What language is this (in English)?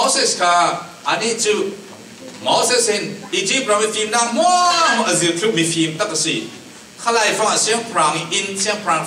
Falam Chin